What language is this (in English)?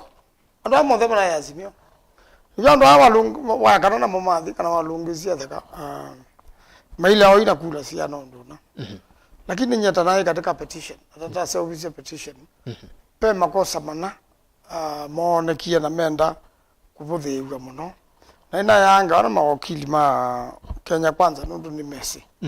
Kamba